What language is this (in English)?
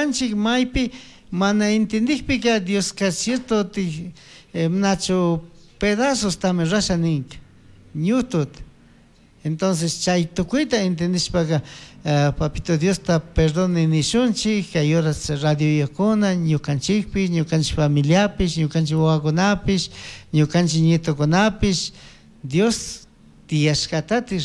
Chimborazo Highland Quichua